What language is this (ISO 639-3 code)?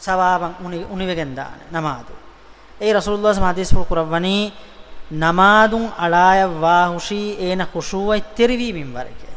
div